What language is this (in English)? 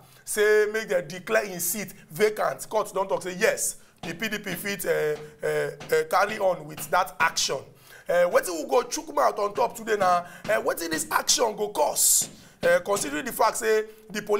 Nigerian Pidgin